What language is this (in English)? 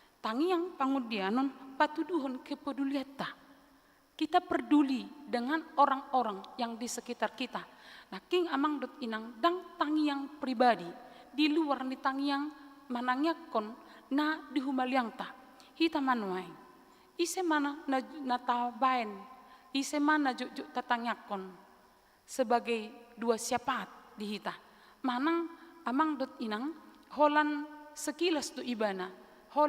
Batak Toba